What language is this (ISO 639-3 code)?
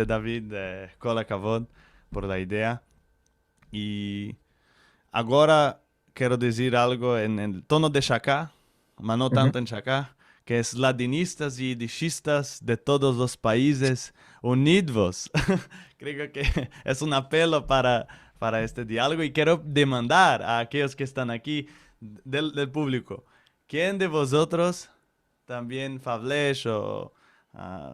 lad